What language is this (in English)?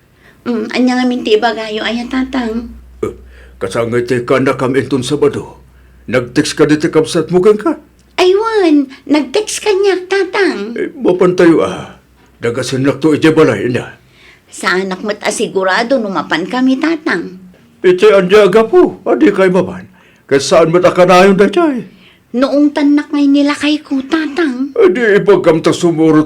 Iloko